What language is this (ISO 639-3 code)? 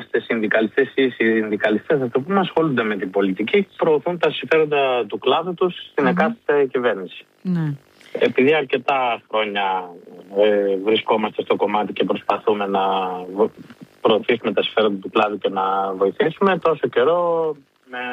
ell